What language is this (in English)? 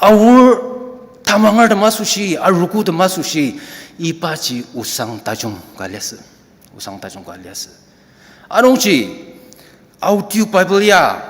Ao Naga